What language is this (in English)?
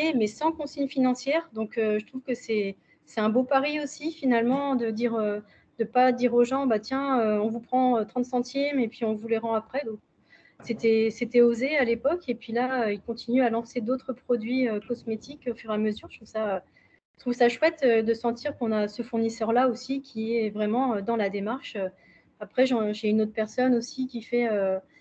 French